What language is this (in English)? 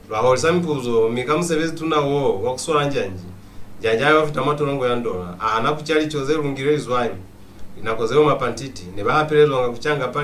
Lozi